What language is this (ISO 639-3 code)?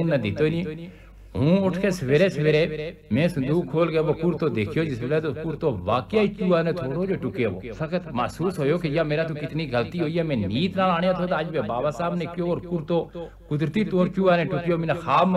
gju